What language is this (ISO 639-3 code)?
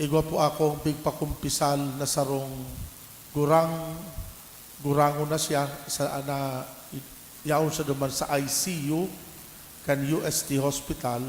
bik